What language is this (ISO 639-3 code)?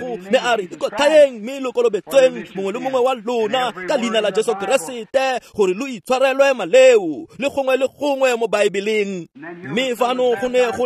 tsn